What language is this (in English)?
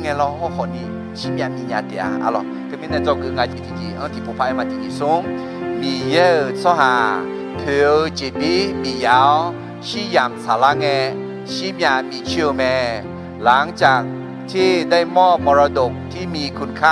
Akha